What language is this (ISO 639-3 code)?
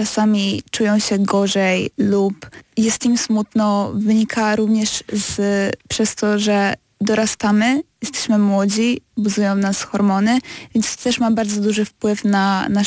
pol